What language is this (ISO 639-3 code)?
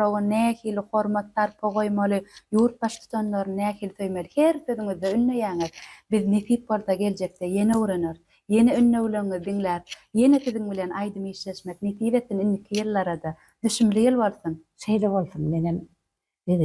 tuk